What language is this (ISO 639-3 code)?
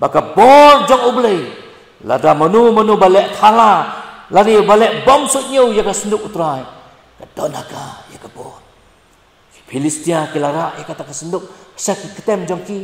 kha